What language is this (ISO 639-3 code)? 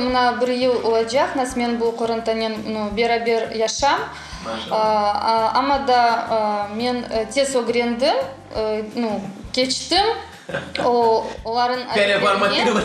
crh